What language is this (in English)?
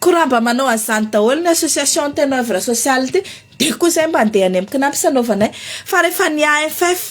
Malagasy